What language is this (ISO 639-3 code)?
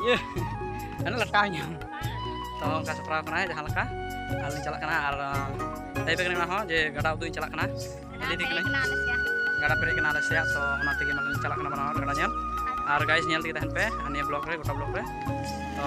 sat